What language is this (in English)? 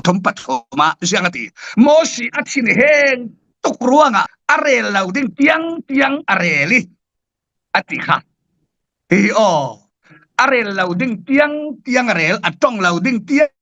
Falam Chin